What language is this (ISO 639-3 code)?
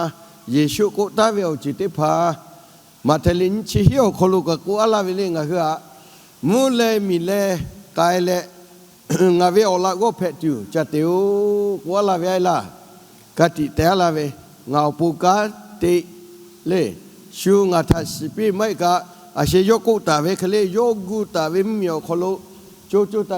lhu